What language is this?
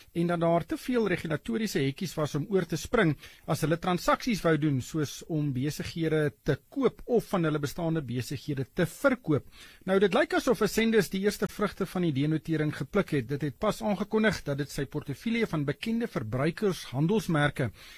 Afrikaans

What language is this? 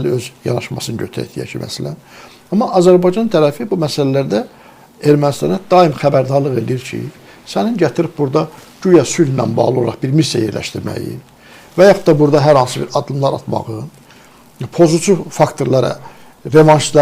Azerbaijani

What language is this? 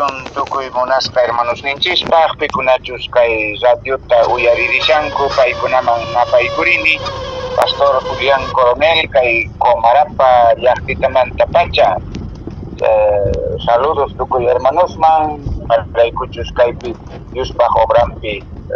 Quechua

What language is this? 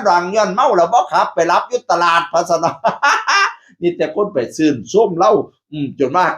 Northeastern Thai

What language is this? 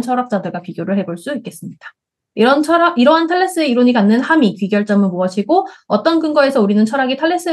Korean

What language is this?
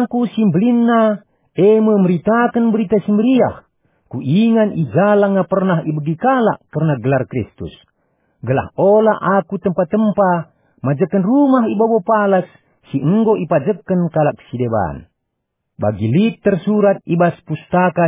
Batak Karo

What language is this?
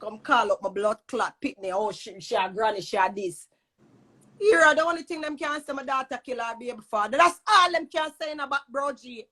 Jamaican Creole English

